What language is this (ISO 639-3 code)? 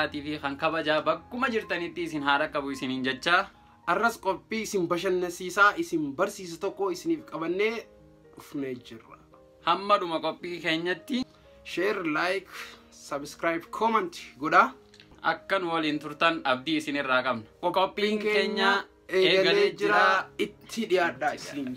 orm